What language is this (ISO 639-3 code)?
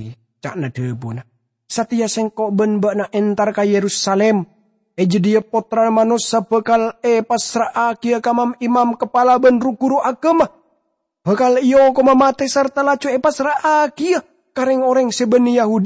mad